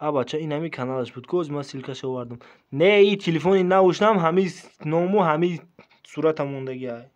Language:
Tajik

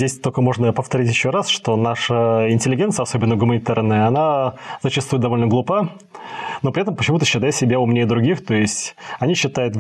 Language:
Russian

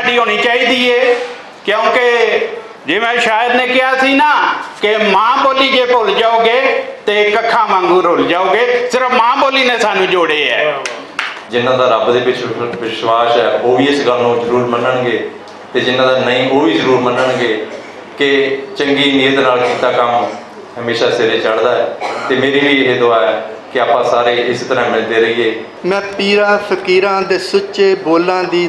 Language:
Western Panjabi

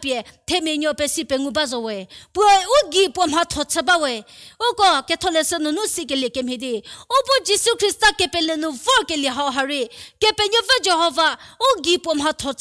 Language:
Angami Naga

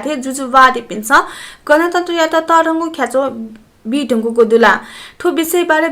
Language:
Newari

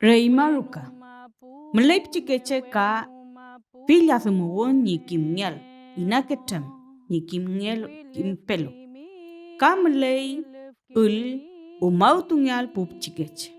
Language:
Mapuche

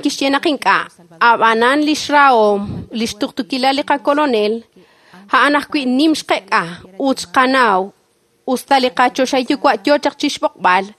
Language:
Kekchí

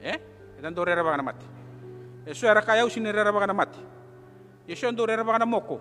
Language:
Fijian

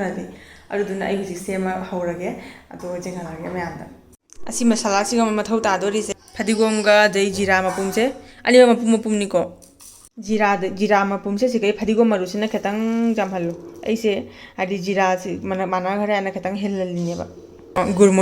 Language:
Manipuri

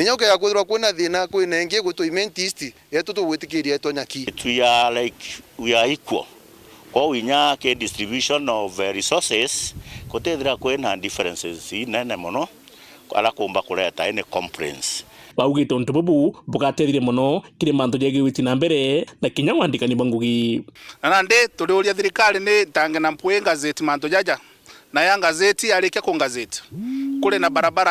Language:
Meru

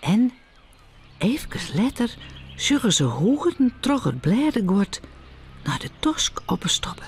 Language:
Western Frisian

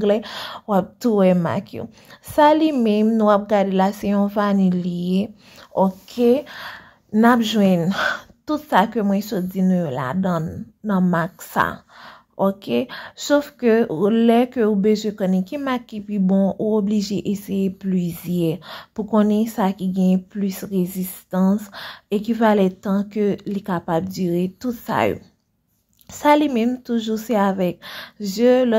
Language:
Haitian Creole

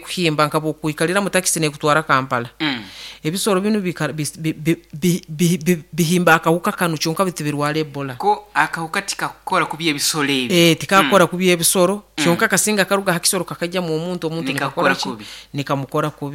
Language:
Nyoro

